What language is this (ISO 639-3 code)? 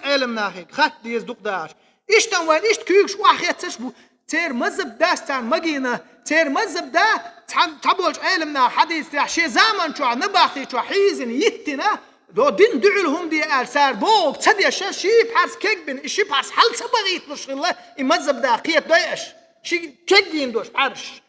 che